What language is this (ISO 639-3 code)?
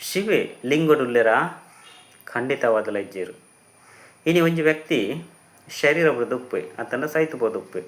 tcy